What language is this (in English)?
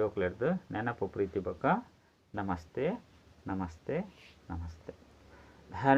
Tulu